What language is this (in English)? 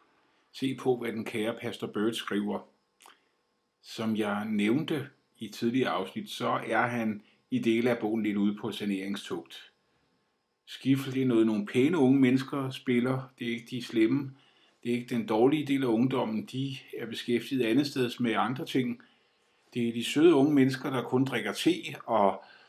Danish